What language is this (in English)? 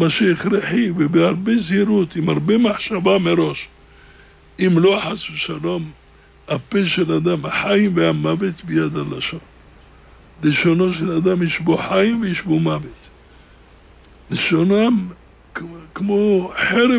Hebrew